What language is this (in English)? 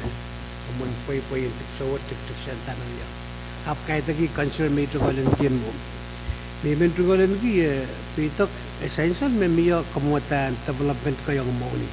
Pohnpeian